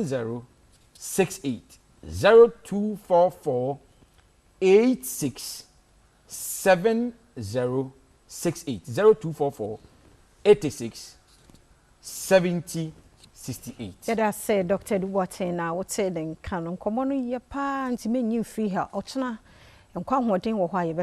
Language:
Akan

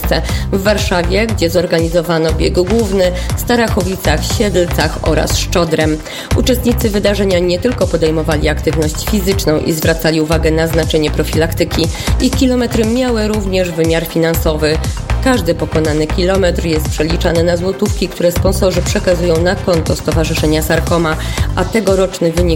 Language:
Polish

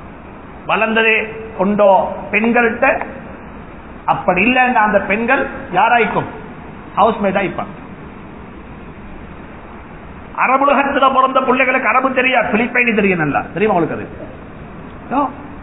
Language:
Tamil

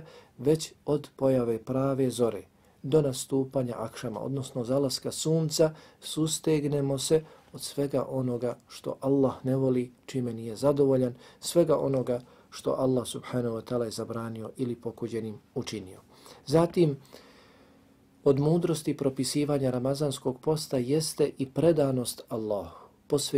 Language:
Bosnian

